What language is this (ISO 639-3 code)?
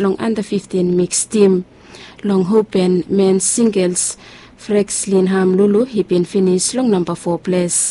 bis